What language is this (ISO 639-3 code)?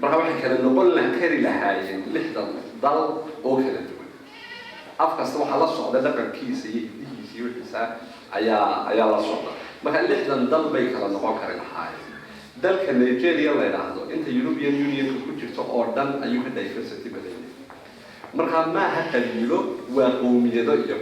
som